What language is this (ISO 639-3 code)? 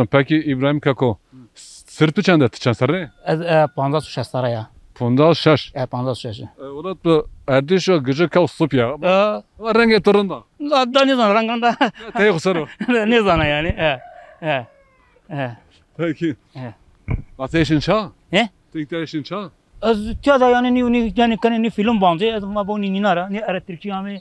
zza